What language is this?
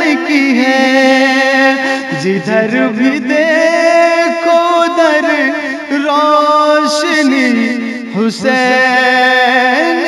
Urdu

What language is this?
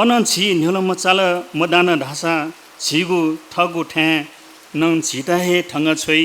Newari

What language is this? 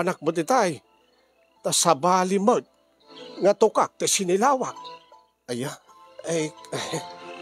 Iloko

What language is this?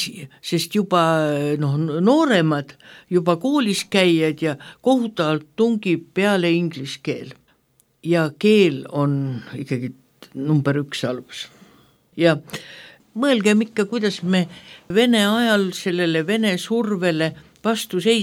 Estonian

